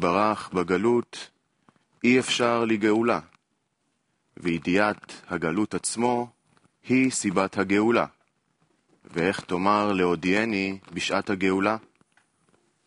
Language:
Hebrew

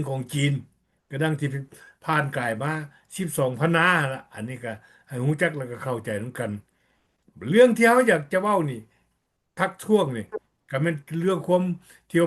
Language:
Lao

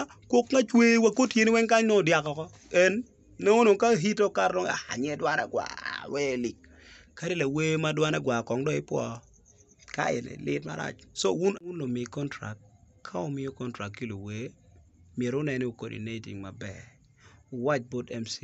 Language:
Acoli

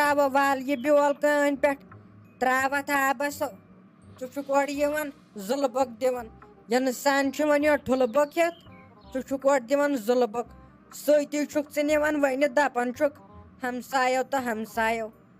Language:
Kashmiri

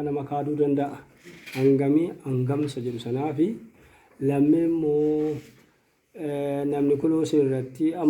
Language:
Oromo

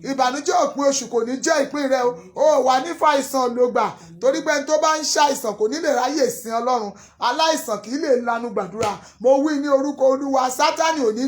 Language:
Yoruba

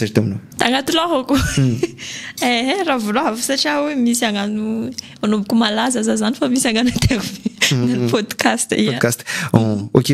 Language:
Malagasy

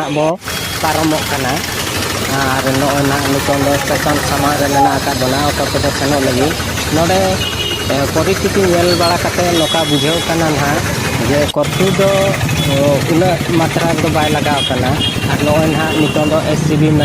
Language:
Santali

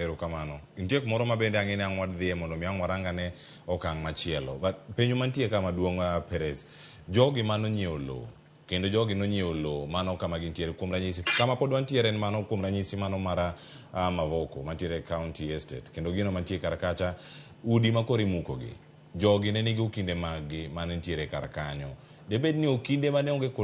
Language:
Luo (Kenya and Tanzania)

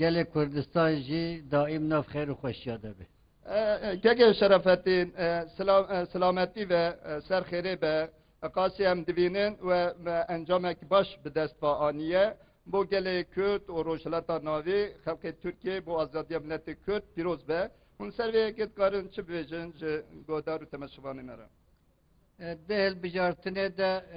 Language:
Kurdish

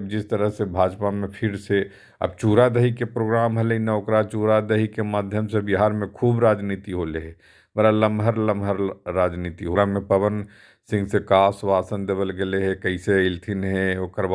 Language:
Magahi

